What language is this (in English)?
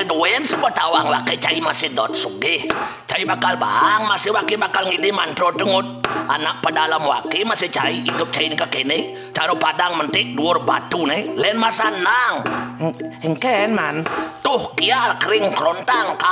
Balinese